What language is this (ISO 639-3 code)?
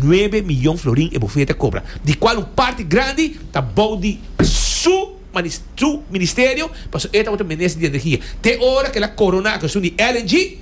pap